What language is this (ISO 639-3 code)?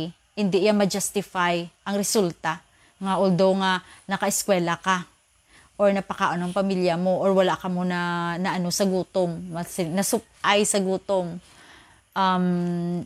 hil